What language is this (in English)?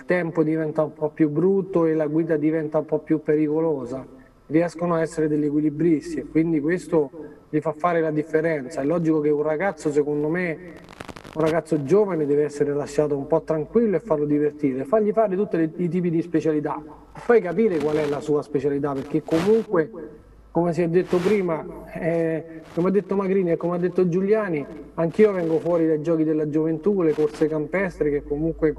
Italian